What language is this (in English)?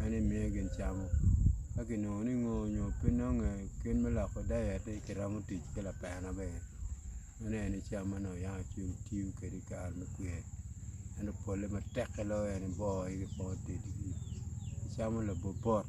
Acoli